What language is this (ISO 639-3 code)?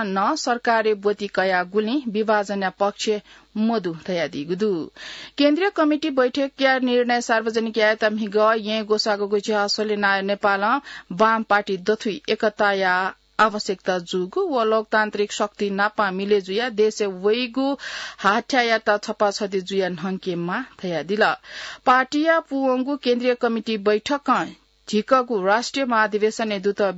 new